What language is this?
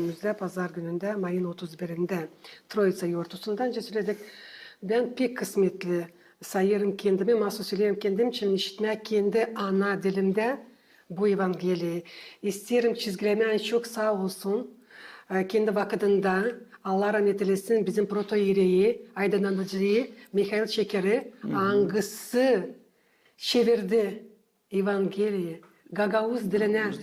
Gagauz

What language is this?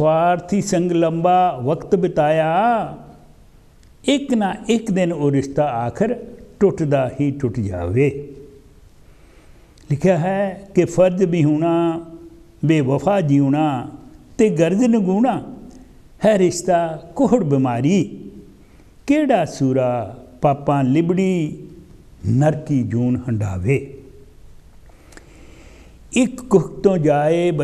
Punjabi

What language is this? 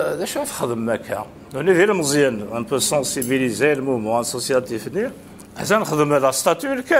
Kabyle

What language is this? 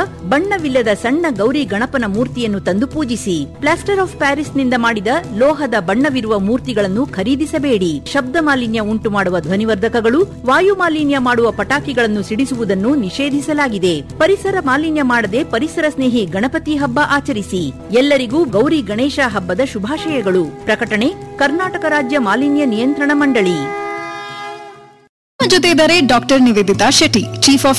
Kannada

